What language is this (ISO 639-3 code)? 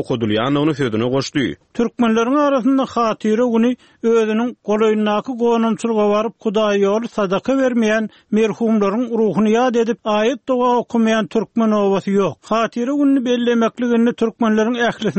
tuk